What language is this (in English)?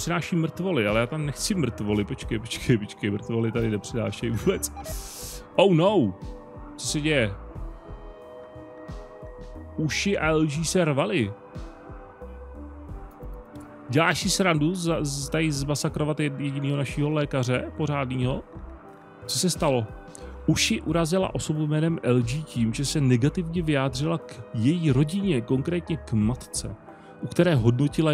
Czech